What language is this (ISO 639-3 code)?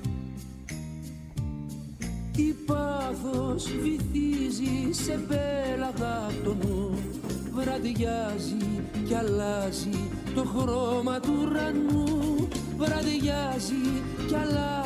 ell